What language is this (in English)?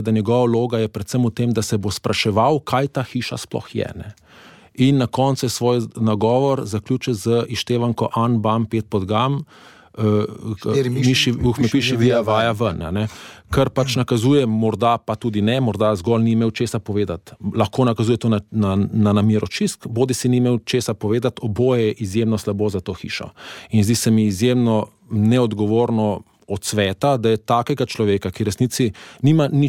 Slovenian